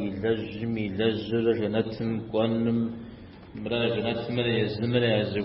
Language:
Kabardian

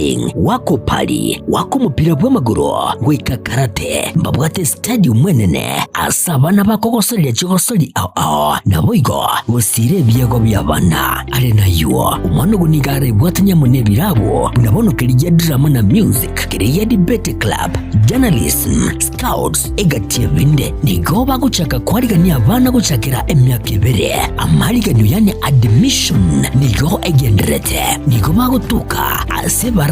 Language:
Gusii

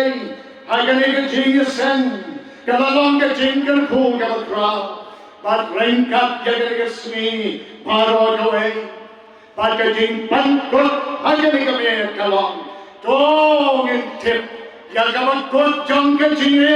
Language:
Khasi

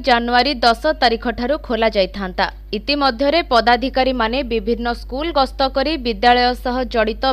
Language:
Odia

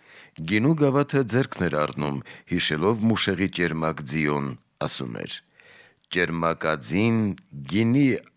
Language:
Armenian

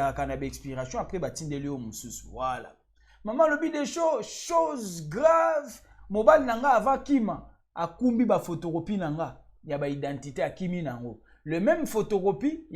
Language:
Lingala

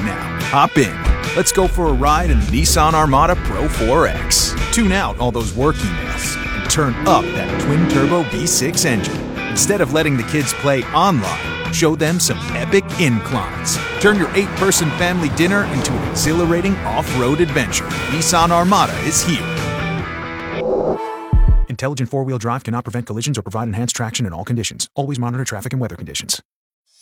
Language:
English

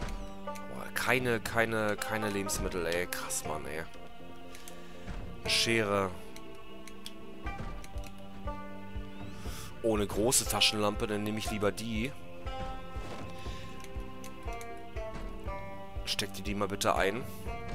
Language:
German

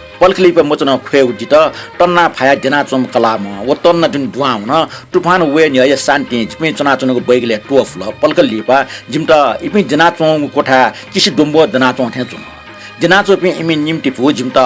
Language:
Newari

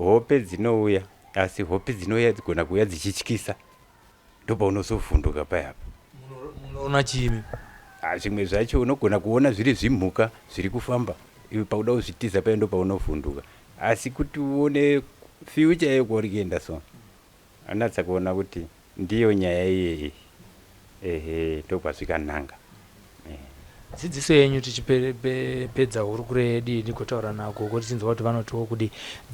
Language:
Shona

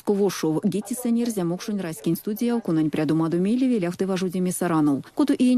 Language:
Erzya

